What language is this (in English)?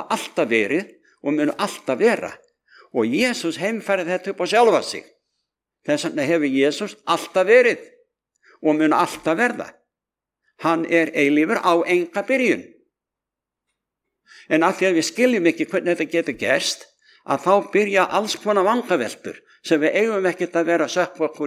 Icelandic